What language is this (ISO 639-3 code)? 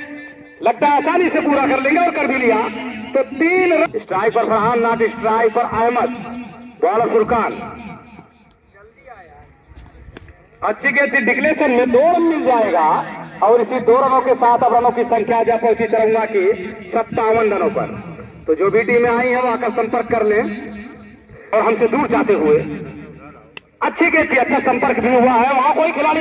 hin